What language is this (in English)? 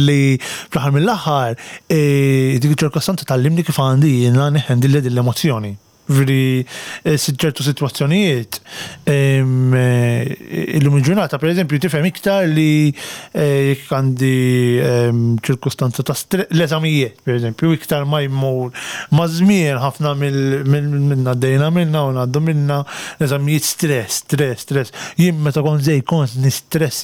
Maltese